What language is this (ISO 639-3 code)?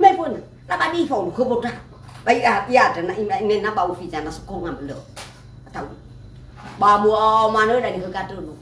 nia